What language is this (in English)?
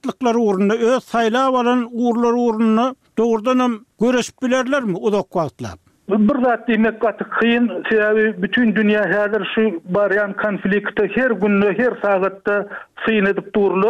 Turkmen